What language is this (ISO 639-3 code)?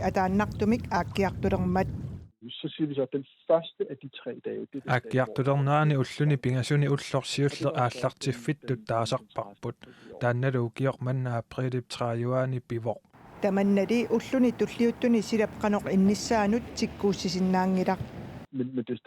kal